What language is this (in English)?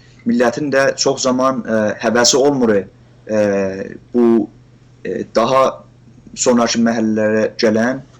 South Azerbaijani